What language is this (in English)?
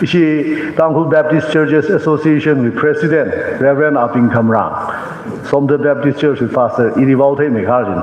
Tangkhul Naga (India)